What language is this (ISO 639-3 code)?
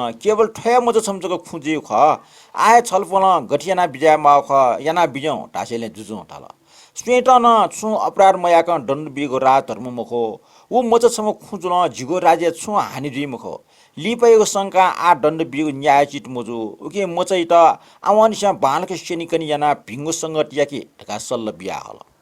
new